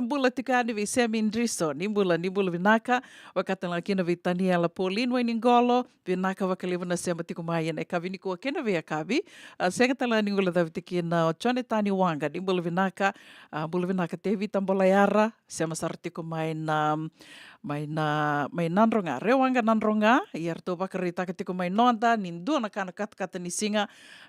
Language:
Fijian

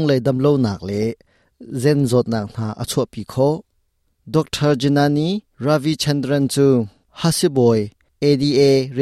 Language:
Hakha Chin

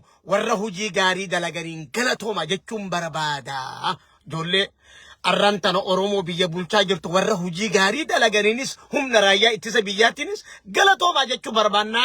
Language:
Oromo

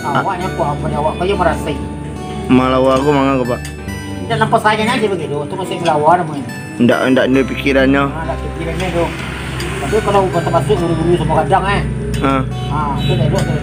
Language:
Minangkabau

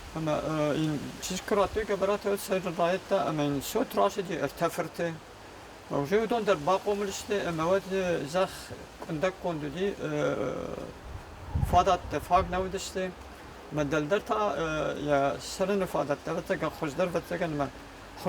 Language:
Ossetic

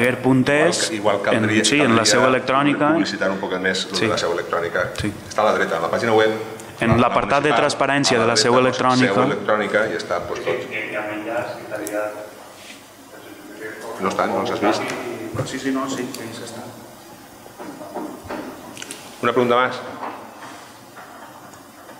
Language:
Catalan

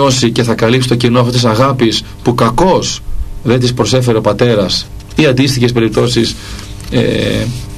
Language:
Greek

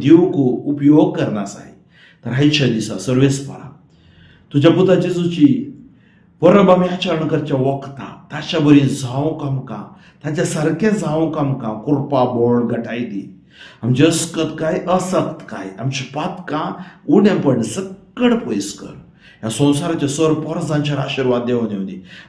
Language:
Konkani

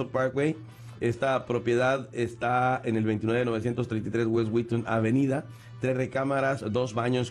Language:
Spanish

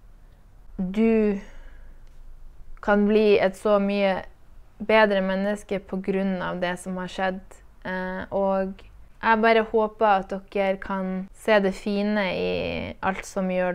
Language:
Norwegian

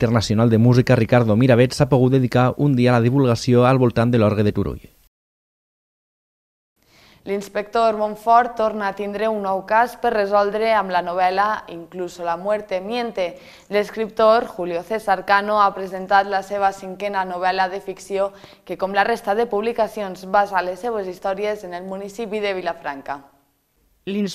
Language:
Catalan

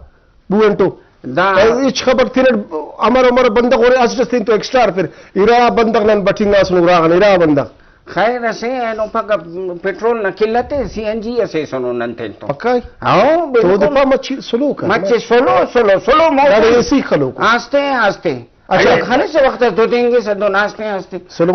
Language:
Brahui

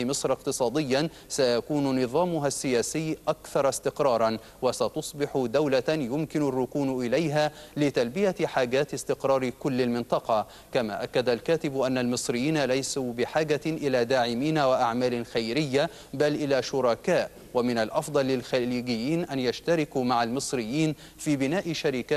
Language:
Arabic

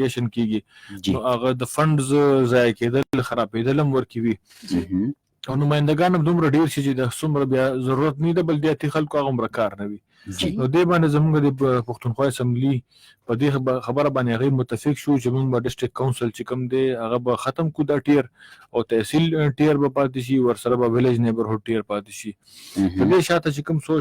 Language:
Pashto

